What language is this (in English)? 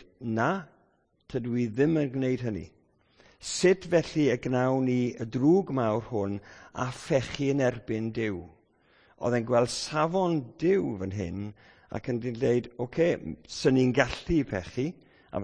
Welsh